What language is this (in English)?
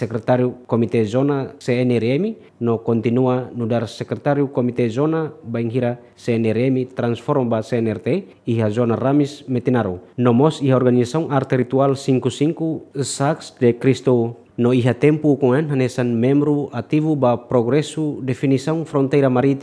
Tetum